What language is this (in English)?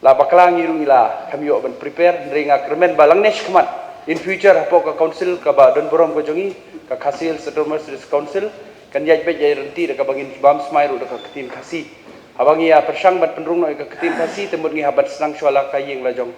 Khasi